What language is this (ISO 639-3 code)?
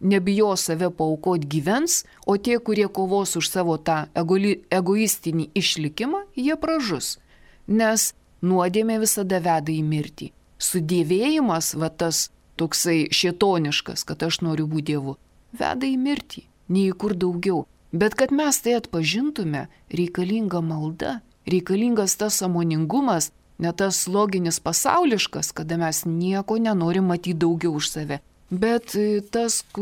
lit